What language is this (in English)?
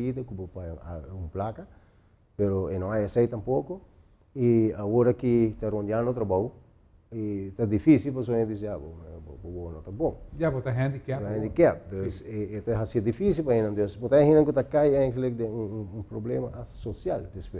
Papiamento